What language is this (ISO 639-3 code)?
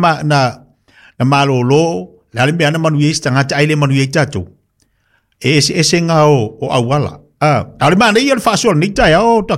smo